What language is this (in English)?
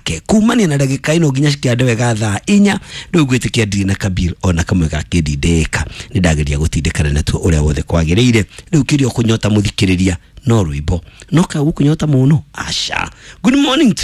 Kikuyu